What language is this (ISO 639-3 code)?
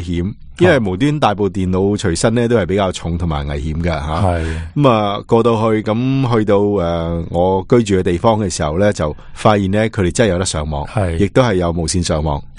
yue